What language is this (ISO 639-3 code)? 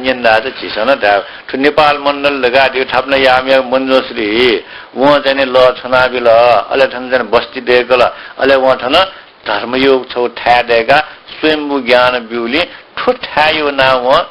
new